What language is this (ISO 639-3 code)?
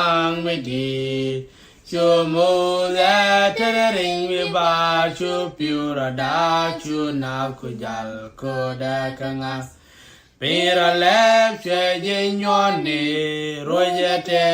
nus